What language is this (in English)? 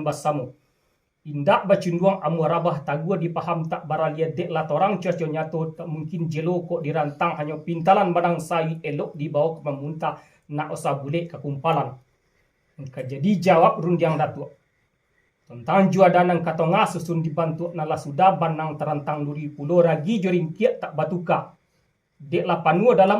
Minangkabau